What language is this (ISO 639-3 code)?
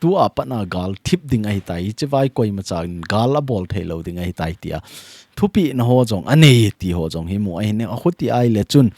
tcz